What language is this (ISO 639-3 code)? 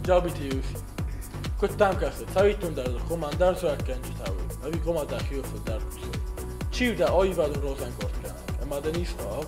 oss